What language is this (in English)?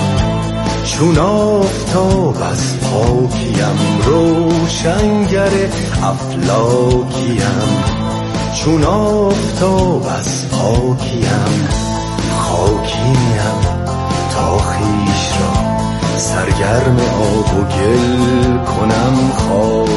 Persian